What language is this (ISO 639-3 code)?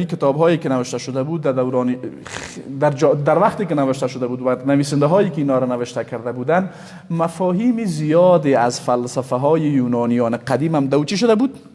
fas